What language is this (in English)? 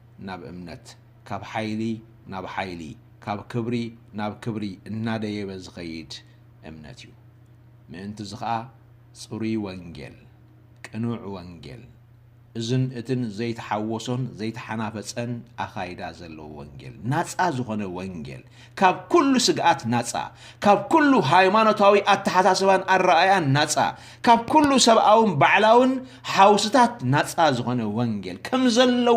Tigrinya